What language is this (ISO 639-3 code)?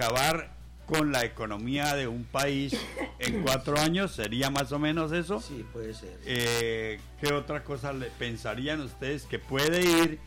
spa